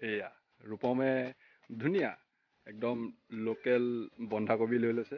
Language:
Assamese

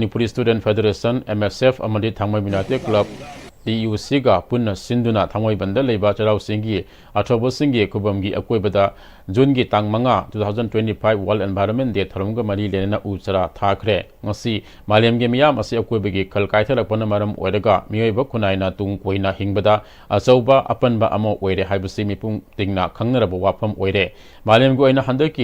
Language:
Manipuri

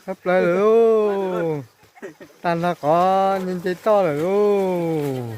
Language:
Hmong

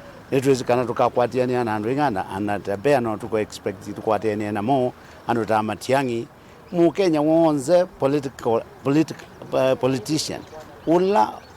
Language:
Kamba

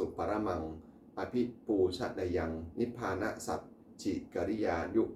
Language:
Pali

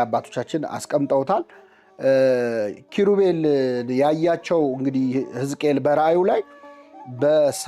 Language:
Amharic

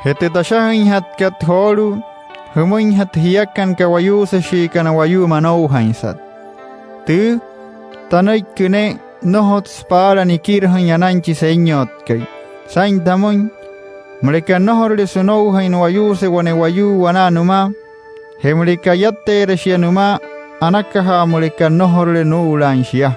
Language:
Wayuu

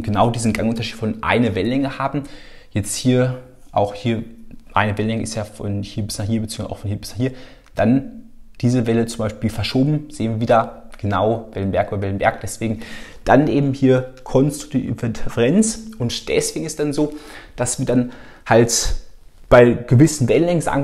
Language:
German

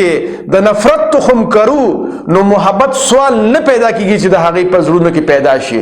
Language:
Pashto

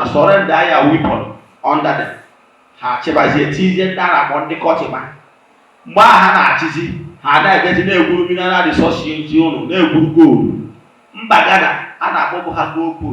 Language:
Igbo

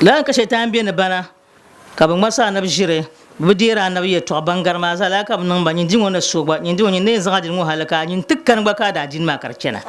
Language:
Dagbani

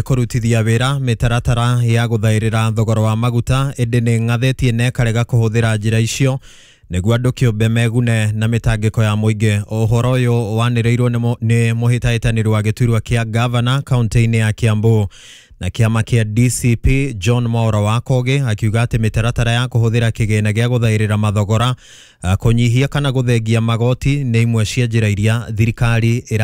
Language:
Kikuyu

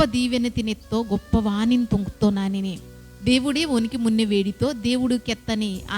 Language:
Koya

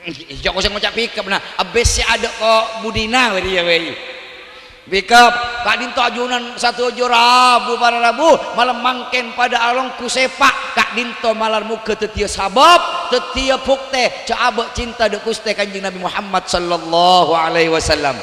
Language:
Madurese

